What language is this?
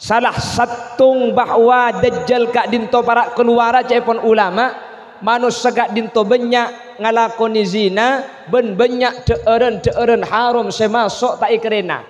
Madurese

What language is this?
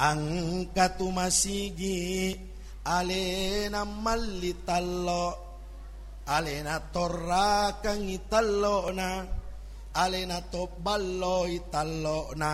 Buginese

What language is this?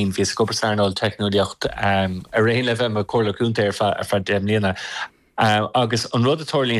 Irish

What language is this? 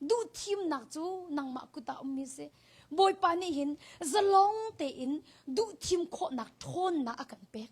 Hakha Chin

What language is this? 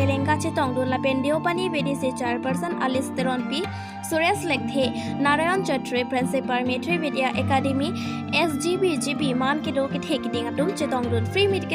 Karbi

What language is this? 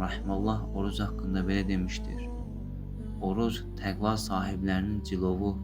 Azerbaijani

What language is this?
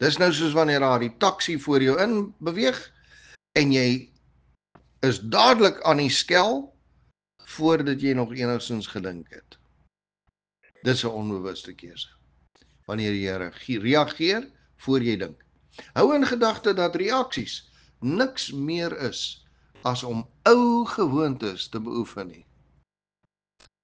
Afrikaans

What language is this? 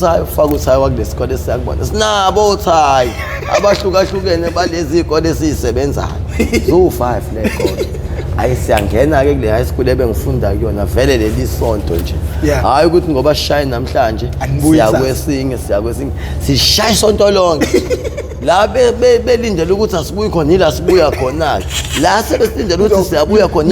Zulu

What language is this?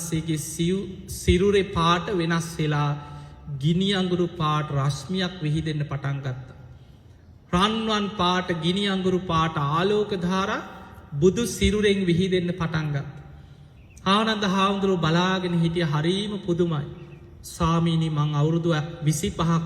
Sinhala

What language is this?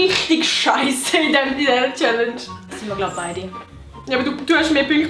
Swiss German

